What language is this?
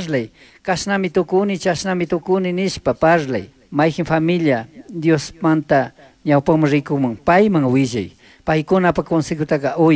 Chimborazo Highland Quichua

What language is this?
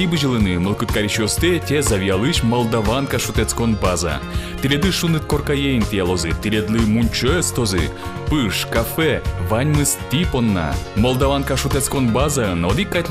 Udmurt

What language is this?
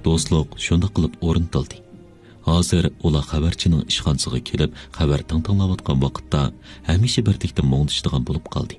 Uyghur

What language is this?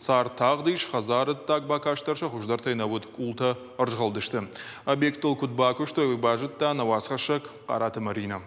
Ossetic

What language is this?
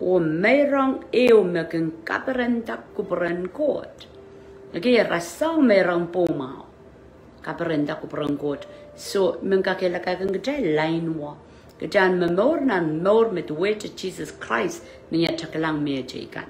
Pohnpeian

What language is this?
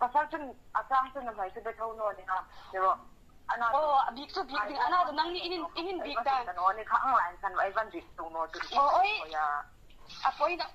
Hmar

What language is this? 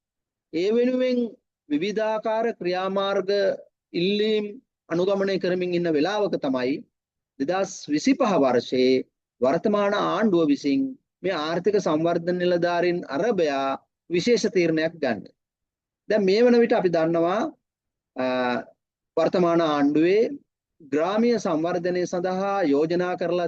Sinhala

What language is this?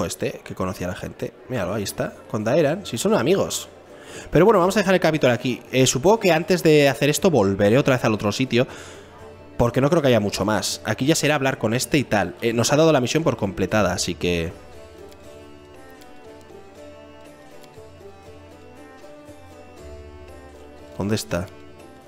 Spanish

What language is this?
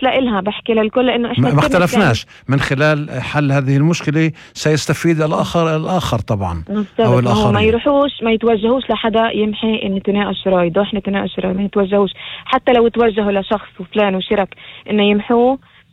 North Levantine Arabic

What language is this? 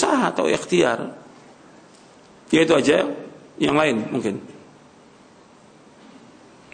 Indonesian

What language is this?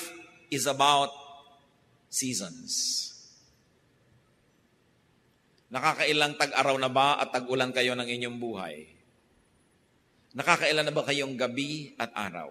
Filipino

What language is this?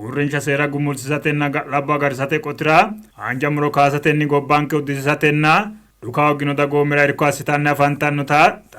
Sidamo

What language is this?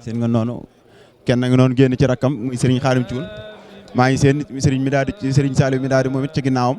Wolof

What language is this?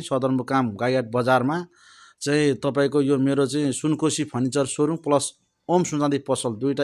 Nepali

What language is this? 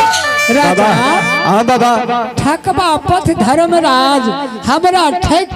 Maithili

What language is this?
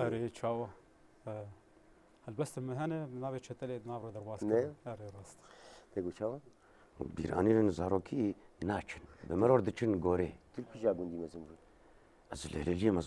Kurdish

